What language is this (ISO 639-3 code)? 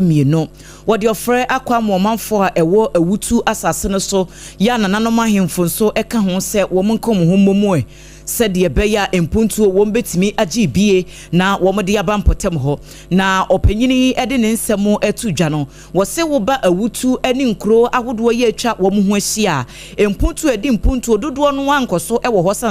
aka